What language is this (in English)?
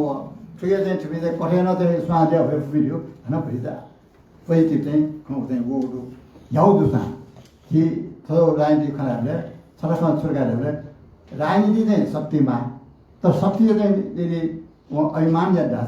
Newari